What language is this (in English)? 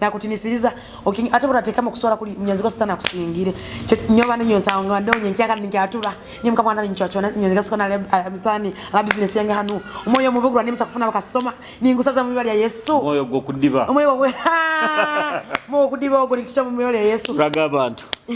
Nyoro